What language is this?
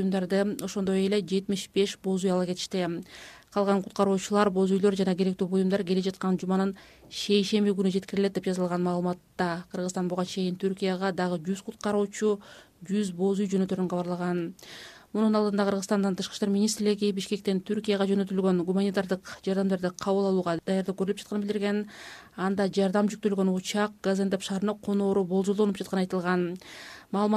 Kyrgyz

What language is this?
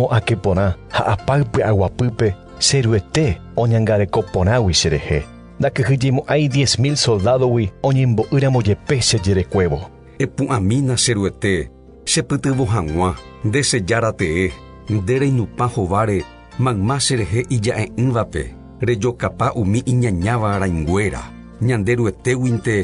Guarani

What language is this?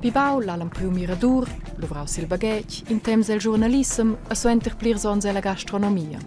Romansh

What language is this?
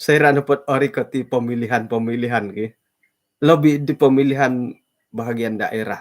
Central Dusun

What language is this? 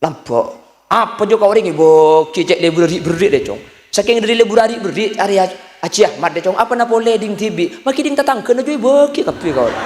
Madurese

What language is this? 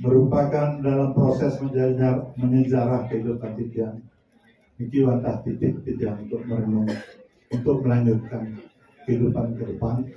Balinese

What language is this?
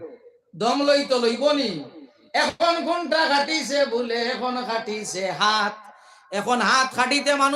Sylheti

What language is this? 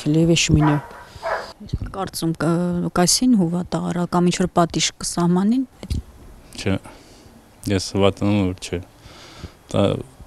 Armenian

